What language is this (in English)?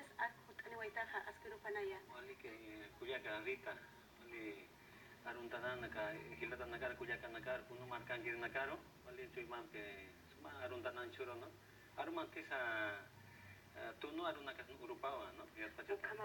Aymara